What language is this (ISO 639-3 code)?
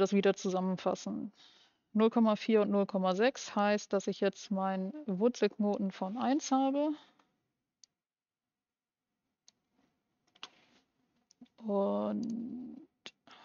deu